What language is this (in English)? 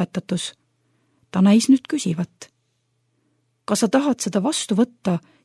Estonian